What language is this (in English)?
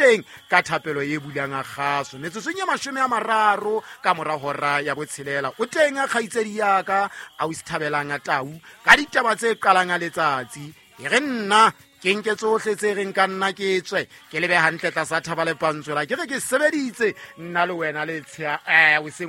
Southern Sotho